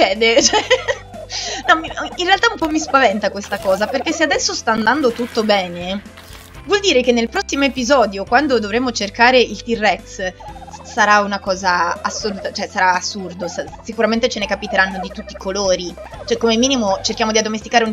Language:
Italian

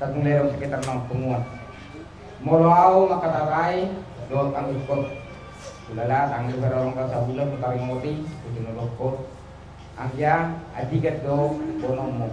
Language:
Batak Toba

